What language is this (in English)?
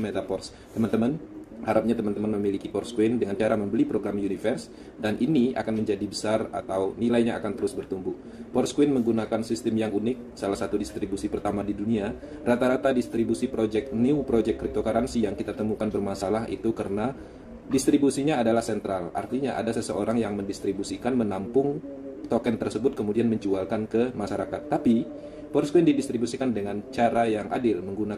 Indonesian